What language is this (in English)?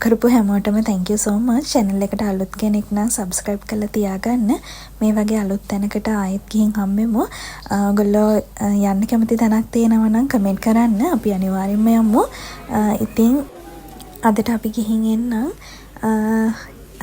Sinhala